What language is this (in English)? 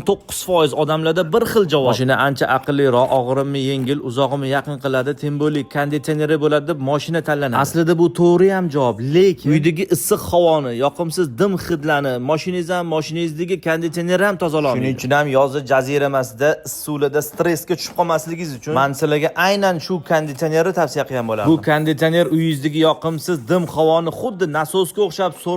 Uzbek